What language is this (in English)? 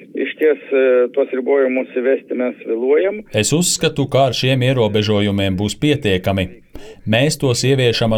Latvian